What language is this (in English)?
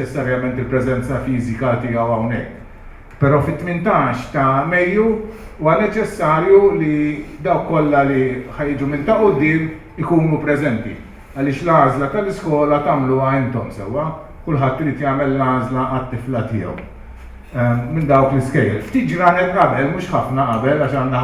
Maltese